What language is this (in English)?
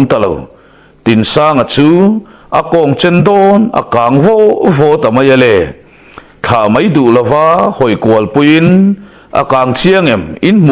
Mizo